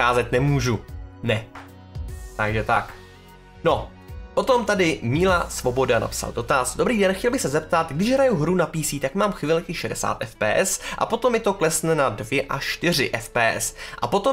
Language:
Czech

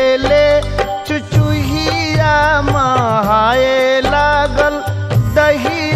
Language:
Bhojpuri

